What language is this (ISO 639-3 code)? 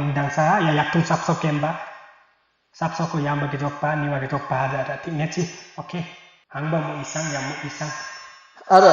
lif